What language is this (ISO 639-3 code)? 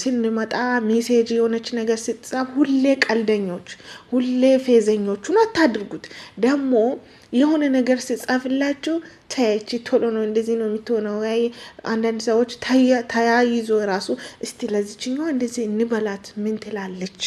amh